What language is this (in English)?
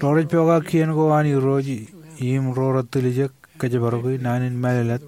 Marshallese